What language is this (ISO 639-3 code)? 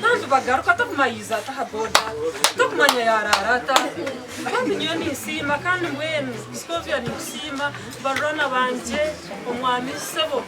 nyn